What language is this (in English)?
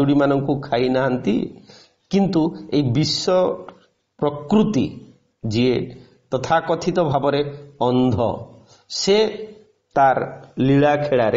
Odia